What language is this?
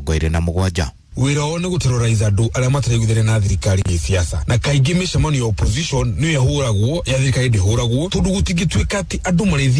Kikuyu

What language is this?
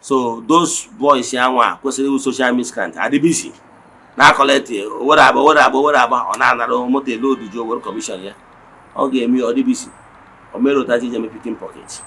Igbo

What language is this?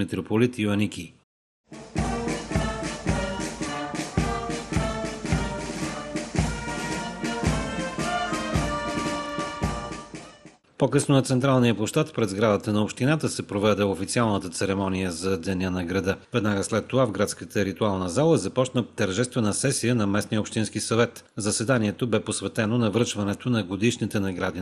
Bulgarian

